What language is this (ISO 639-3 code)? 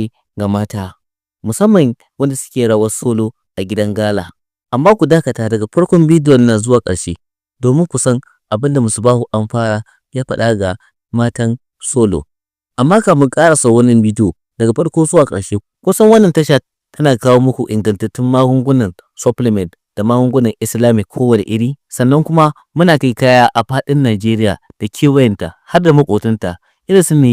hau